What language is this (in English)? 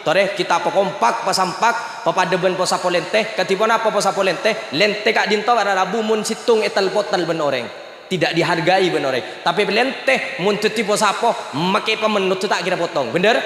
Madurese